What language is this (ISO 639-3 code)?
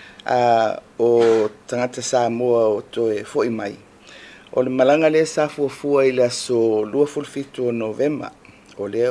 smo